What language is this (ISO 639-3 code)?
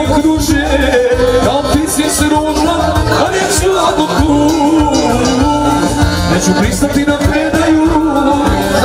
hrv